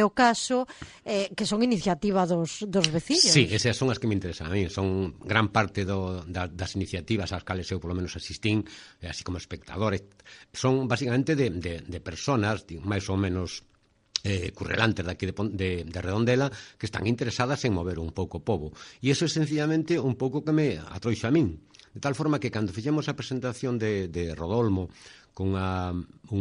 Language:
Galician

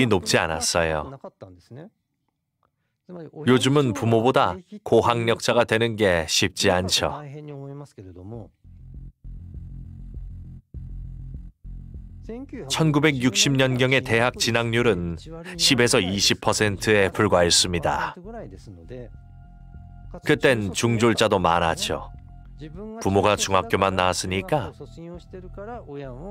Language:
Korean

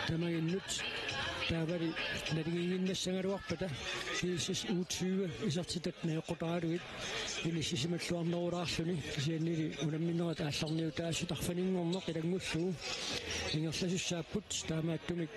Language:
Kalaallisut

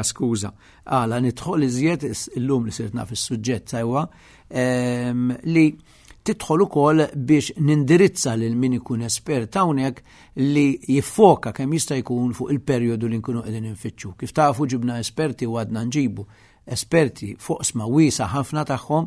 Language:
Maltese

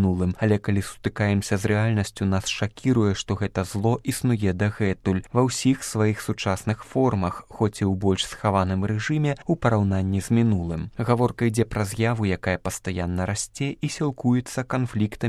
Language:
Belarusian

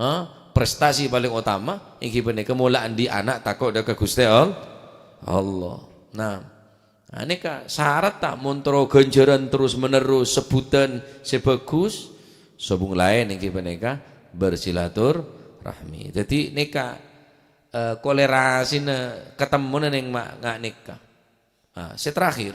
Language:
Madurese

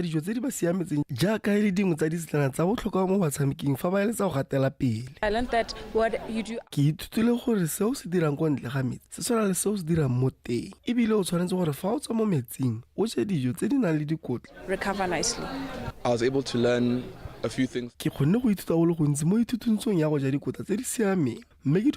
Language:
Tswana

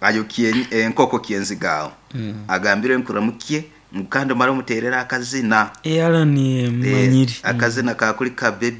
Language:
Nyoro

